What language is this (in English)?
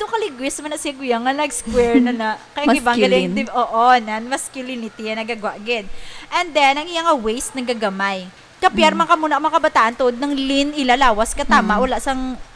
Hiligaynon